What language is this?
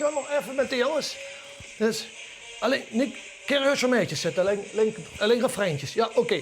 Limburgish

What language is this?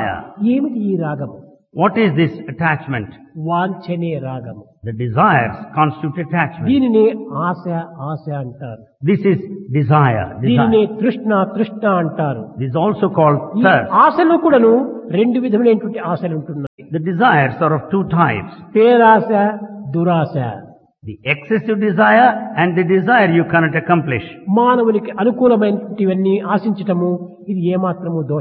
Telugu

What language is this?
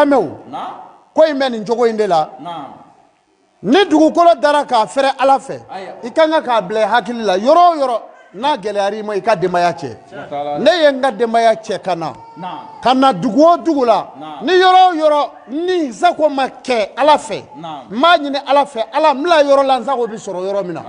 Bambara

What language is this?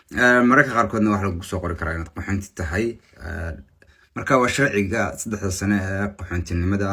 Somali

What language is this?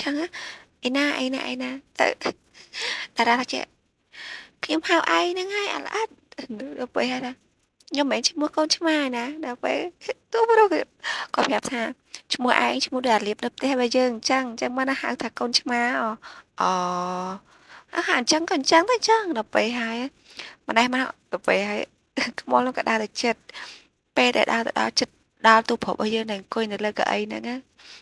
Khmer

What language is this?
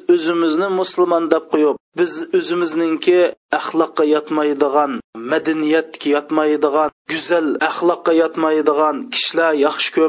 Uyghur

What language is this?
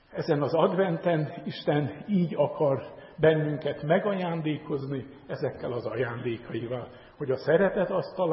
Hungarian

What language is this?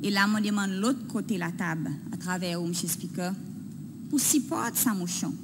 Seselwa Creole French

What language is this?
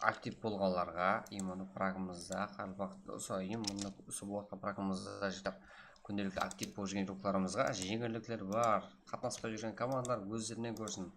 Kara-Kalpak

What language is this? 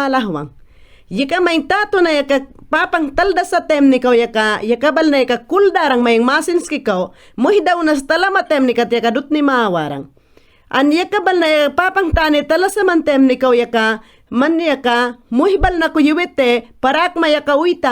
Mayangna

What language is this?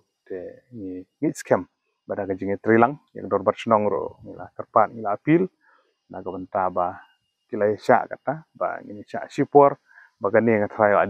Khasi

